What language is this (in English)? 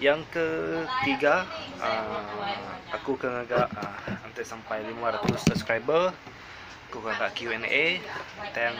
Iban